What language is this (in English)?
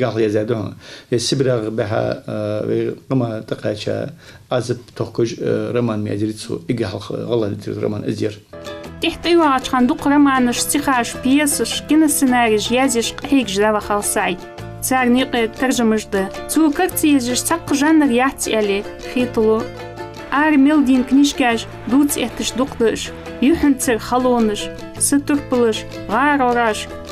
Ingush